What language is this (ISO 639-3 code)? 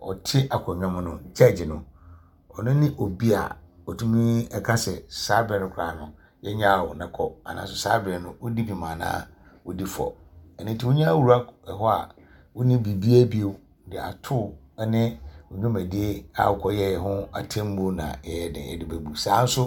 aka